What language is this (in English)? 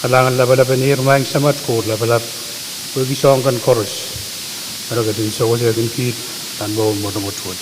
Pohnpeian